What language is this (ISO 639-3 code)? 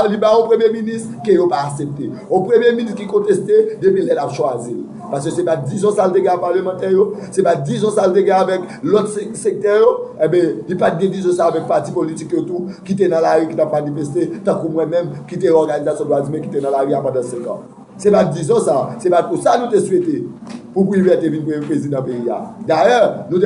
hat